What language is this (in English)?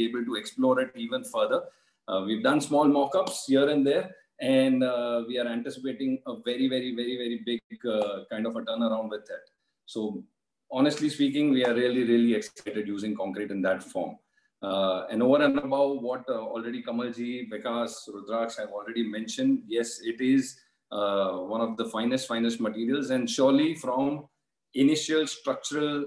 English